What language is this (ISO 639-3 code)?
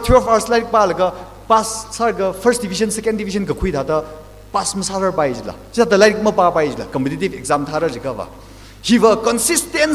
nmf